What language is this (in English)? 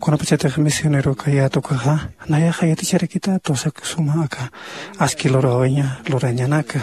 Aymara